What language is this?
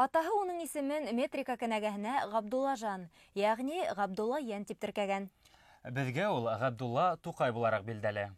Bashkir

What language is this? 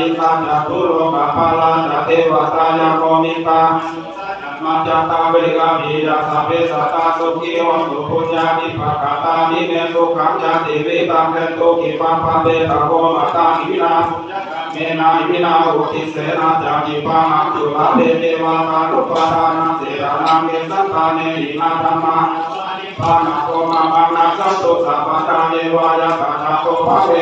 Pali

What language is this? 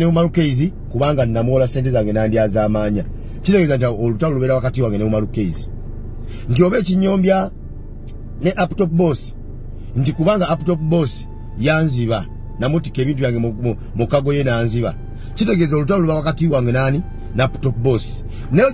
Ganda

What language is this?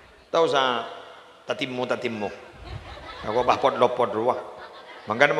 Madurese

